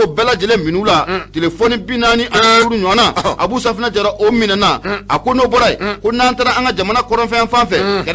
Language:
Bambara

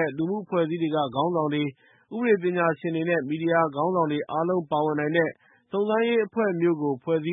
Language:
Burmese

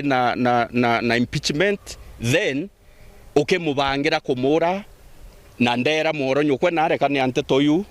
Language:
Meru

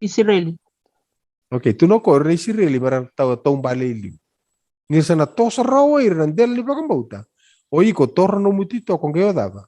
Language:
Fijian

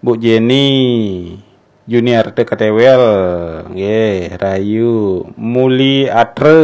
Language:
Balinese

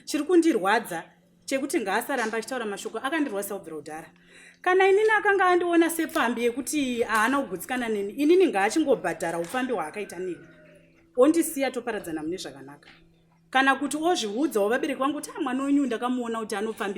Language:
Shona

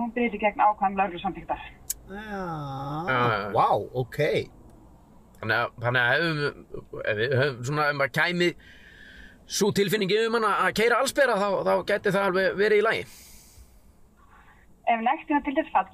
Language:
Icelandic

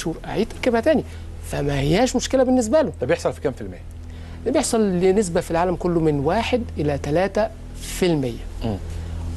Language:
Egyptian Arabic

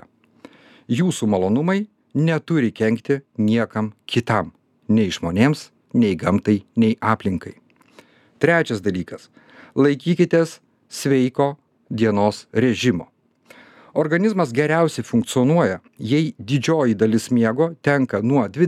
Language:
Lithuanian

